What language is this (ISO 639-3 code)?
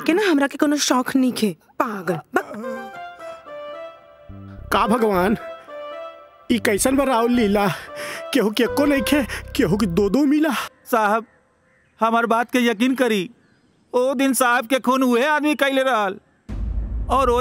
bho